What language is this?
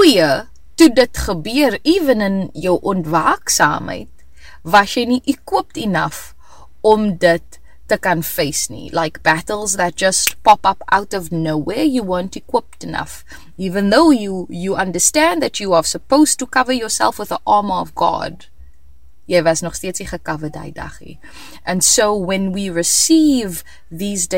Afrikaans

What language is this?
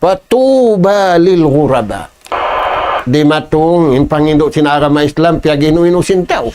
Tausug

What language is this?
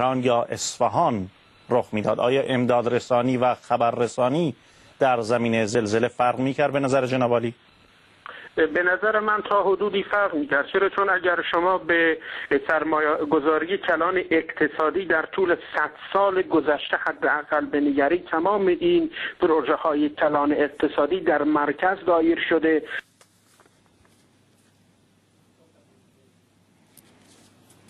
Persian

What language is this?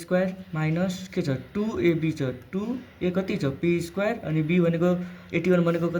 Nepali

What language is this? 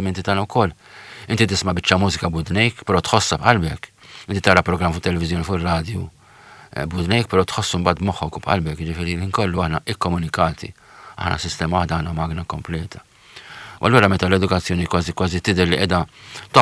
Maltese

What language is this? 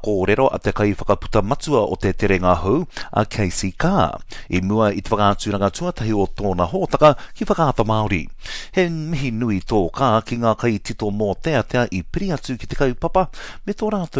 Māori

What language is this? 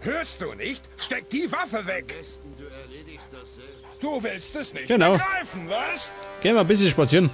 Bavarian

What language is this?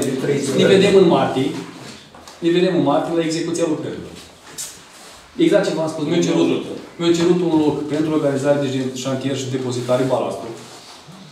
Romanian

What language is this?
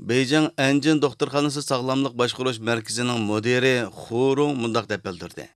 Uyghur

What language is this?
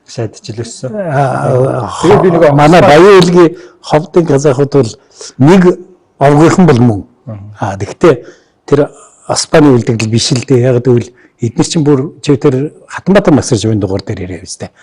Mongolian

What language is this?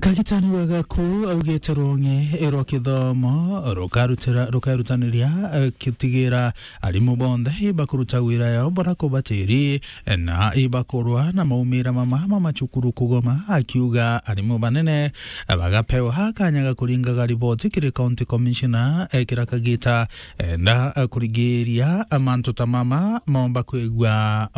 Meru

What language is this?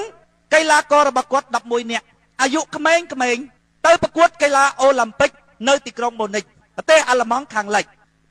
Khmer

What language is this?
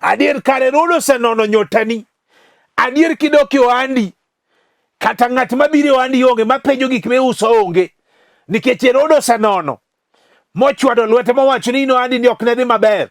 Luo (Kenya and Tanzania)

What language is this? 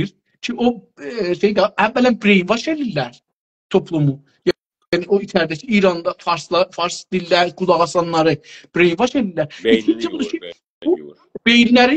South Azerbaijani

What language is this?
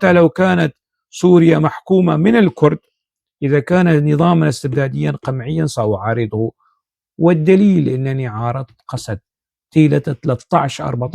North Levantine Arabic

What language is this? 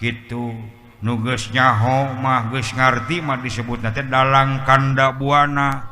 Sundanese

